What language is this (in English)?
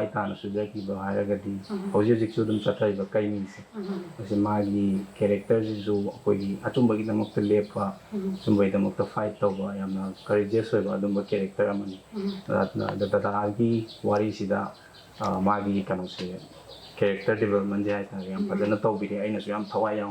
Manipuri